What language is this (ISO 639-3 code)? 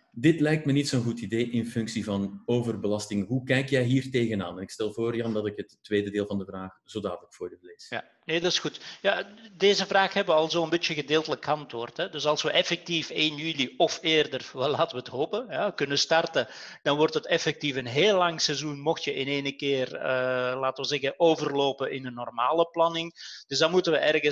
nld